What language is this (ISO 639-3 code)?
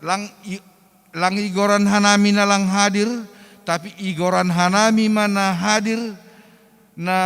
bts